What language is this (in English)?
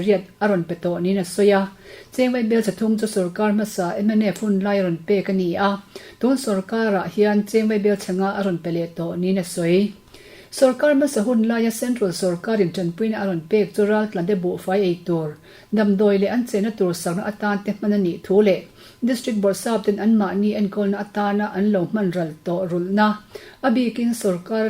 Mizo